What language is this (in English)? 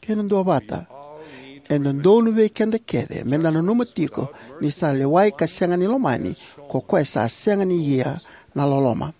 Fijian